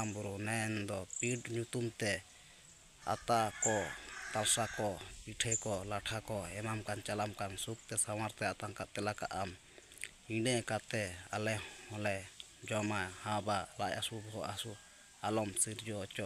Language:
Santali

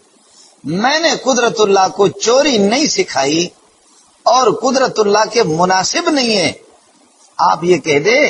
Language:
Urdu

